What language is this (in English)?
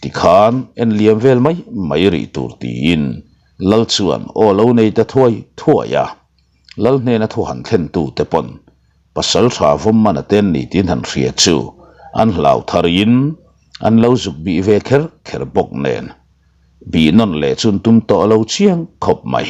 Mizo